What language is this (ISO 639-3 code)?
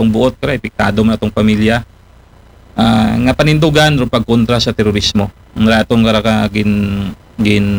akl